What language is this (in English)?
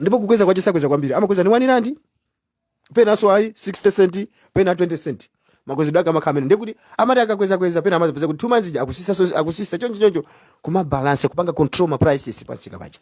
Nyanja